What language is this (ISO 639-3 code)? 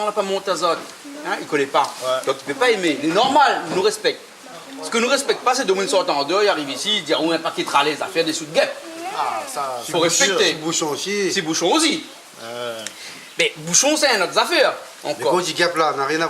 rcf